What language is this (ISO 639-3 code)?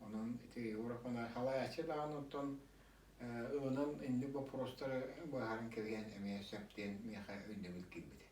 sah